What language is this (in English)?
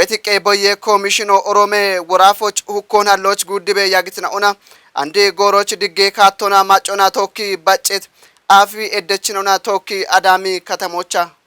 Kafa